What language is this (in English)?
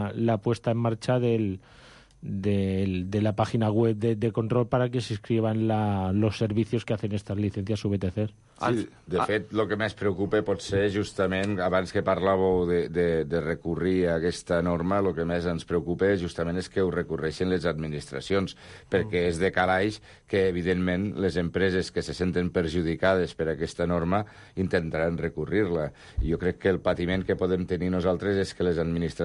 Catalan